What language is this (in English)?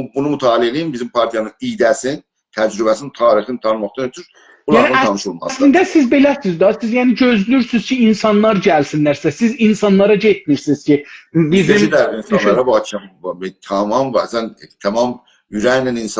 South Azerbaijani